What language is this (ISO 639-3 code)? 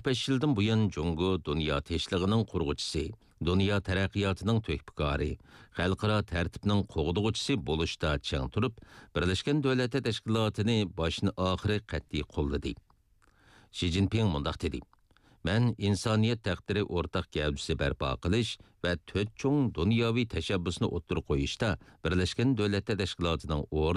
uig